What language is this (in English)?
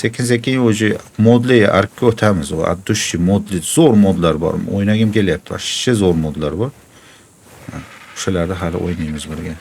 Uzbek